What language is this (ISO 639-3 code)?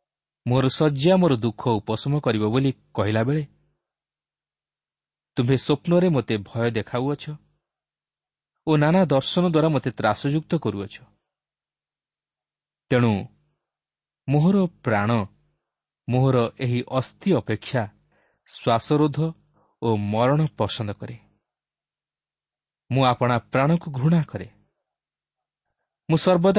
ori